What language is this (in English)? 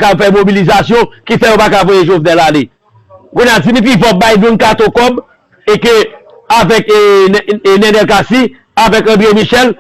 Haitian Creole